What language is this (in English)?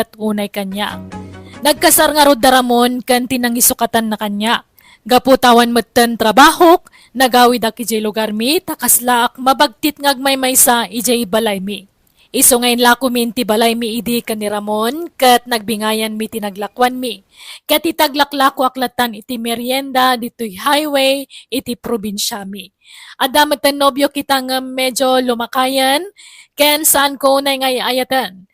Iloko